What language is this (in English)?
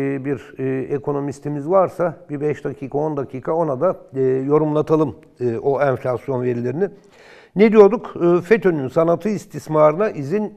Turkish